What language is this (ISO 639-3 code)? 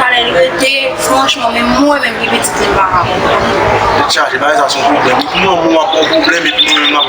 hat